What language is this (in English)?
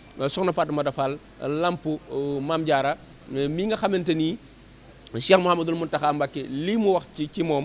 Wolof